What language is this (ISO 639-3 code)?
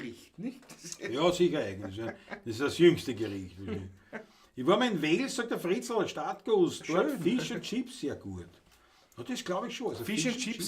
bar